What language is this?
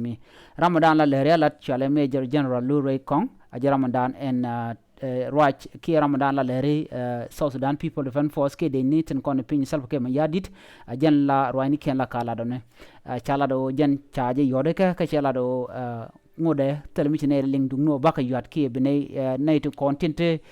Nuer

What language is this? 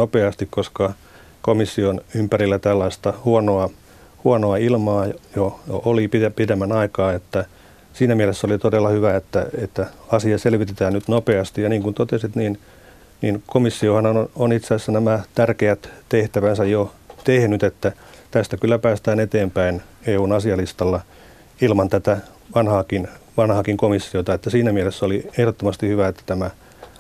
Finnish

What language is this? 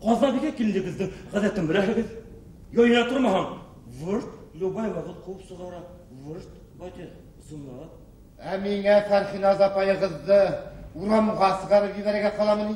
Bashkir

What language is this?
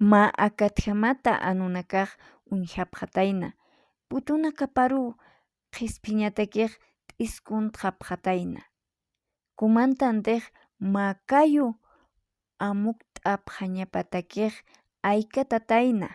Aymara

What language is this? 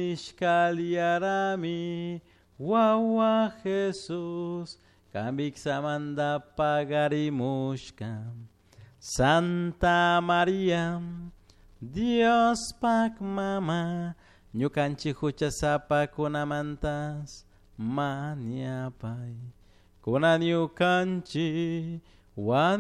Chimborazo Highland Quichua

